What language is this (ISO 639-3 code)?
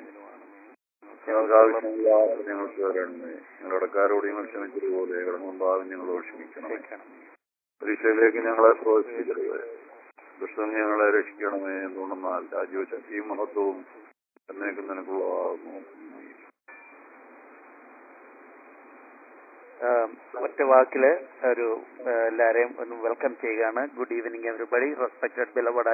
mal